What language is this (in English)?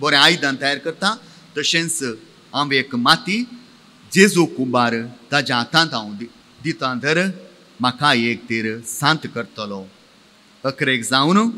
Konkani